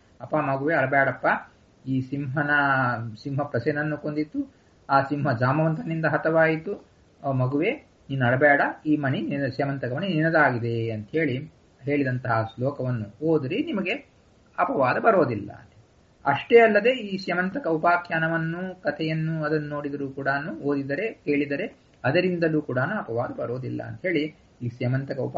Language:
Kannada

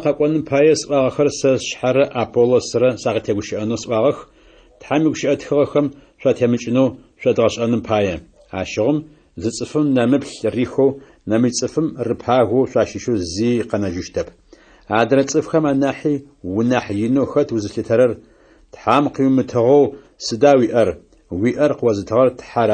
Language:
Adyghe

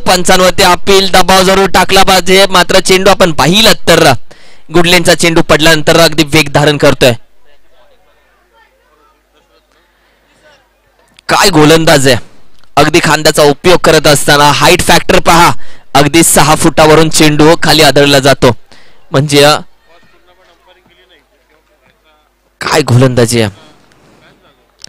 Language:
Marathi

